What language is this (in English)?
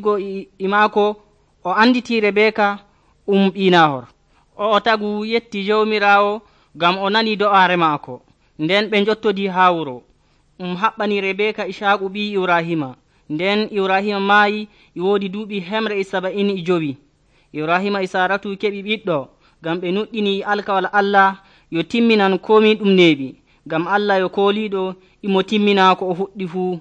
Nigerian Fulfulde